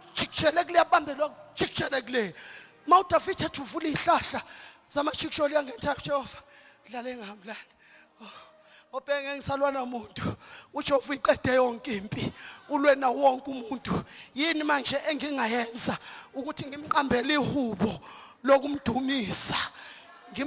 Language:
Zulu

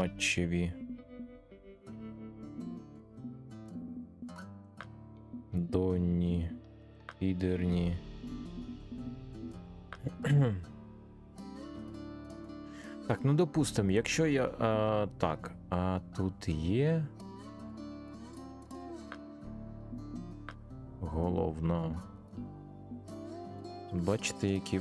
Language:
Ukrainian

